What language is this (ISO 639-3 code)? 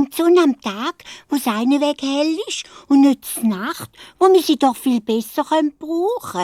gsw